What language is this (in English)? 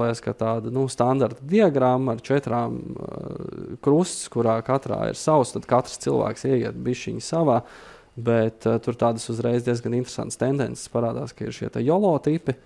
Latvian